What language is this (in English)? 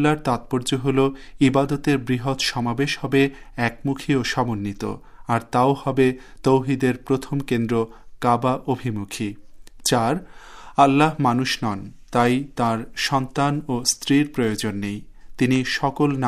Bangla